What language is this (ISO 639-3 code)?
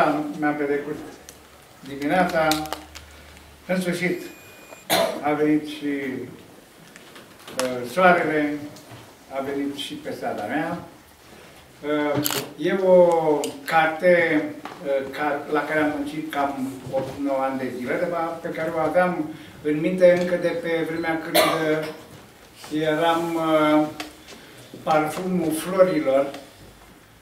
ron